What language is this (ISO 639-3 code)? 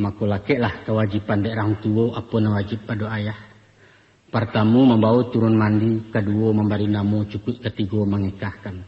min